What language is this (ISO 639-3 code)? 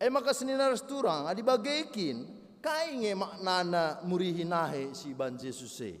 btx